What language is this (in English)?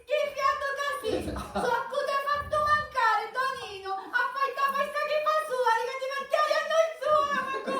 Sicilian